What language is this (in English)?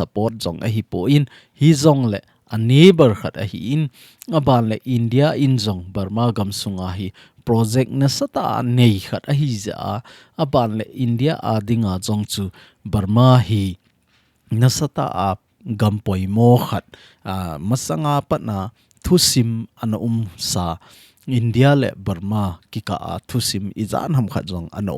Thado Chin